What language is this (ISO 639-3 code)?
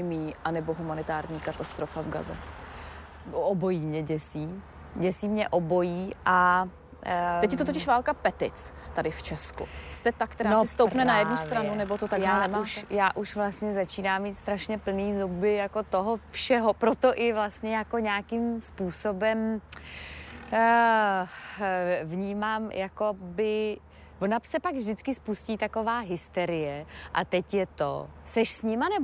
ces